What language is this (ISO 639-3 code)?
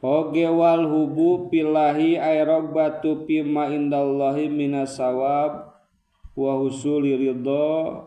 sun